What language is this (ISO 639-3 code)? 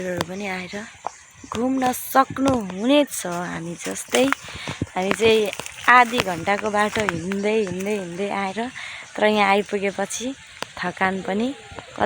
nep